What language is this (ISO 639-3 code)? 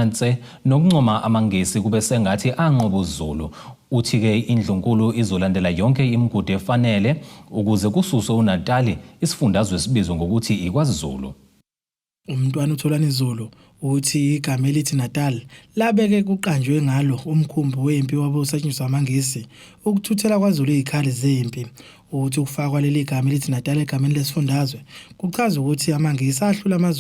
zul